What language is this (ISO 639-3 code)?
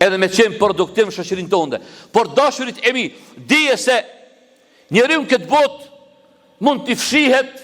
sqi